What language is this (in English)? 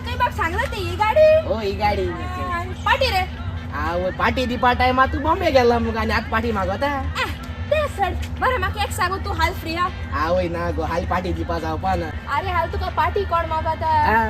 Konkani